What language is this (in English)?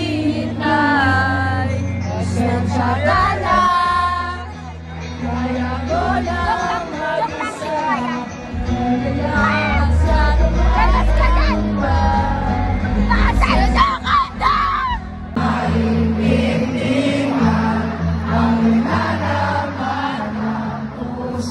Filipino